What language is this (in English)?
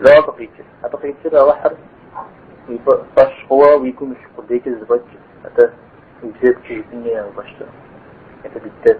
Kabardian